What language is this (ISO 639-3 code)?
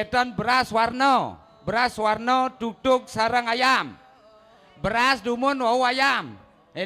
ban